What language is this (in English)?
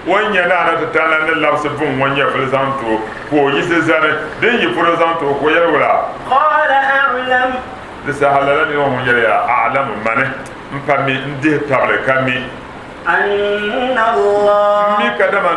Dagbani